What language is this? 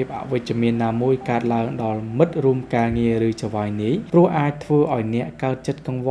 Khmer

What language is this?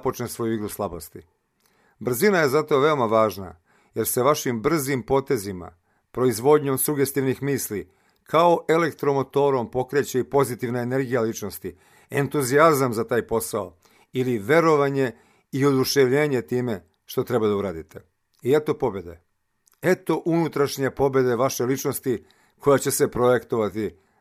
Serbian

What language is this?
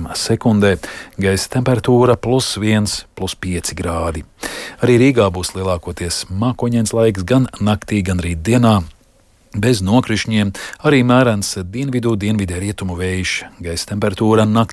Latvian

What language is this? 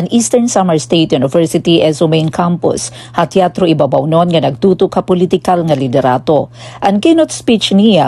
Waray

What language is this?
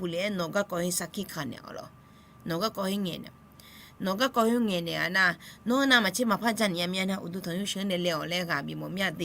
Akha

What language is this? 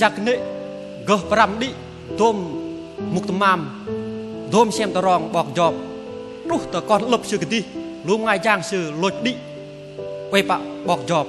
Bahnar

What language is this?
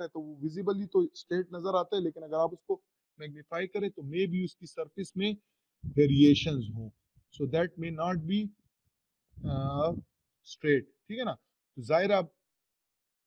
Hindi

